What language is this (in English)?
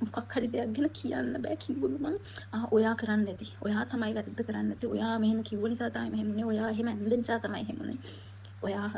Sinhala